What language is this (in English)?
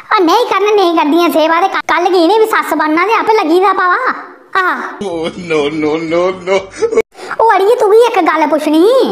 Dogri